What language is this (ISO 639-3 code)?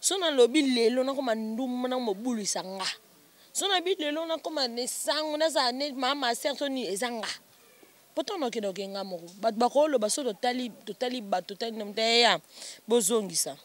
lin